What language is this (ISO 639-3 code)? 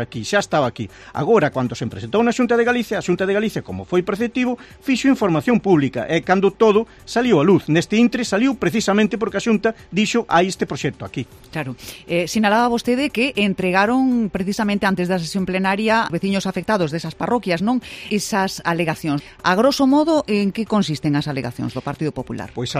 glg